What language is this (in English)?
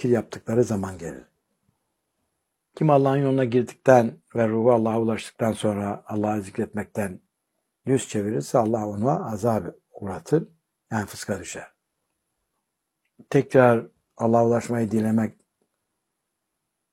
Turkish